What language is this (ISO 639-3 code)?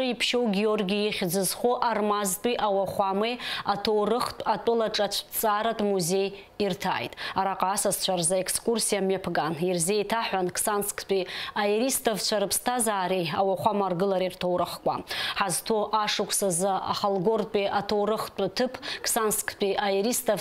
abk